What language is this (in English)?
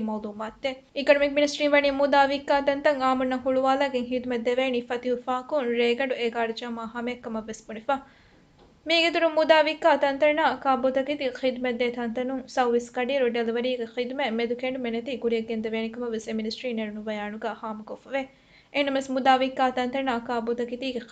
Divehi